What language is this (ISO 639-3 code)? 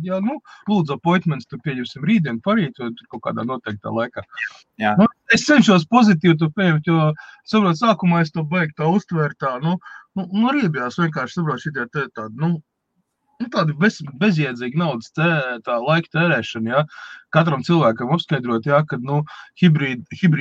lav